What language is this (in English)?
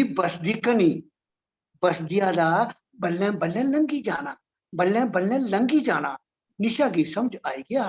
Dogri